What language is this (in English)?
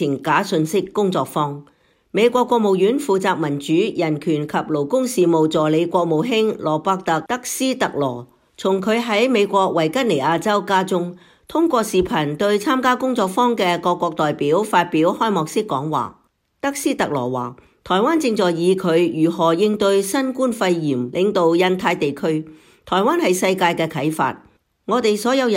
Cantonese